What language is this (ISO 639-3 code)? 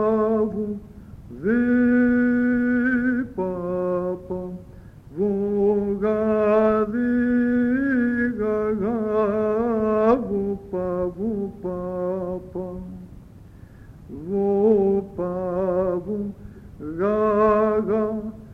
ell